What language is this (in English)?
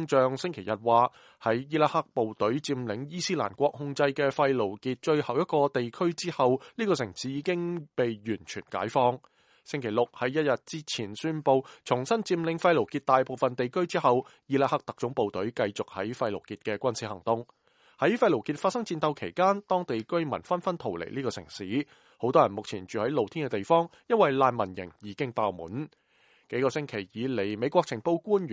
Cantonese